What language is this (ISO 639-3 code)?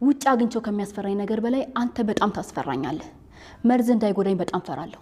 amh